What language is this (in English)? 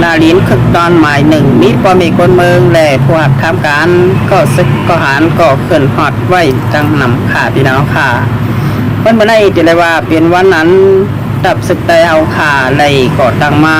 Shan